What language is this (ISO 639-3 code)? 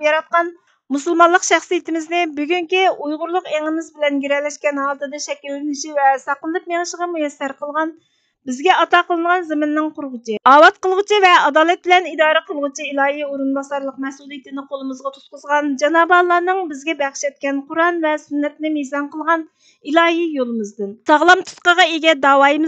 uig